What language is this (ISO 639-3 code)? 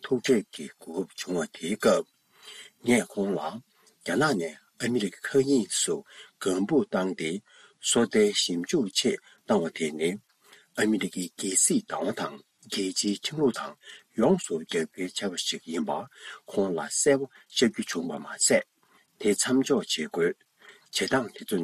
bod